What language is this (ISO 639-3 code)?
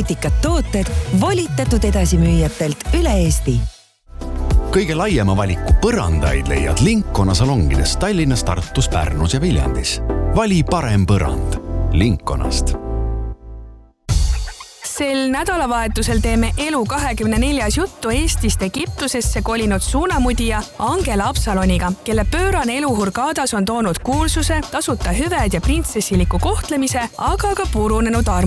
est